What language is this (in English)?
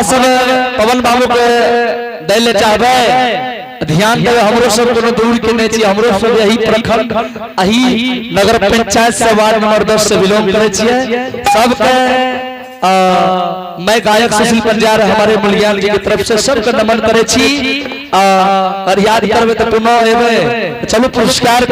Angika